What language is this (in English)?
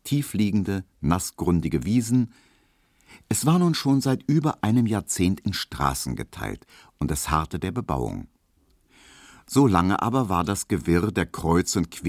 German